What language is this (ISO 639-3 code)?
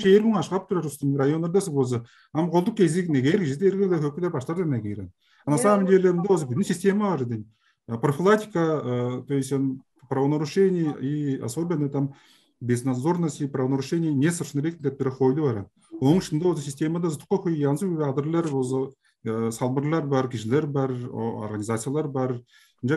tyv